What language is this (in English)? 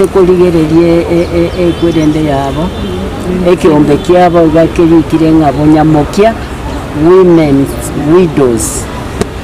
Gusii